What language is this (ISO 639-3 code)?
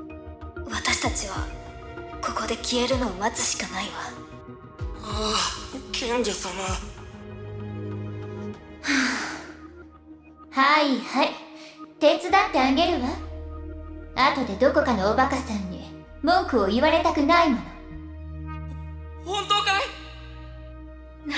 jpn